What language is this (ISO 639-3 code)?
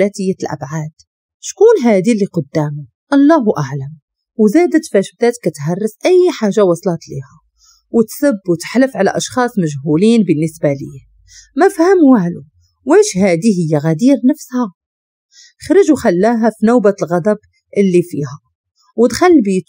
ary